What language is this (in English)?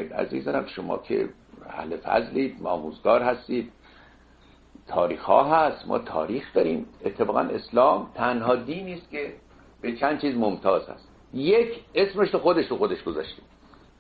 Persian